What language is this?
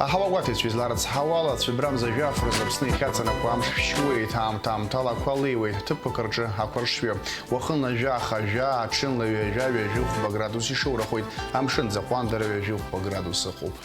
Abkhazian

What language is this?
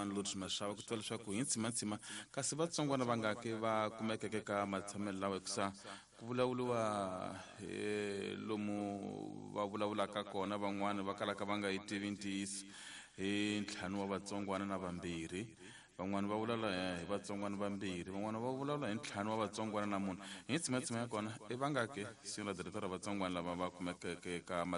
Tsonga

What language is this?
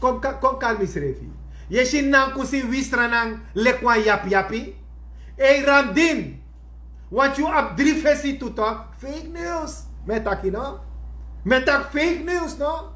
Sranan Tongo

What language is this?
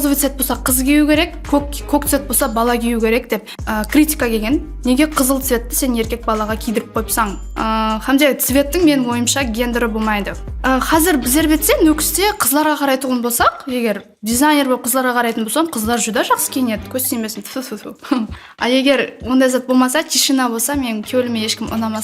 Kara-Kalpak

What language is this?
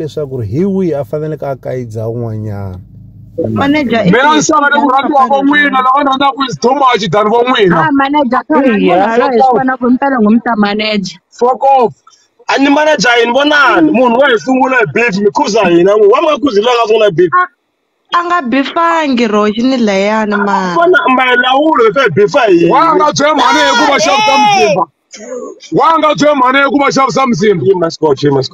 Tsonga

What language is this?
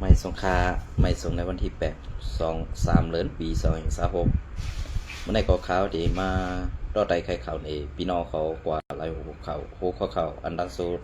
Shan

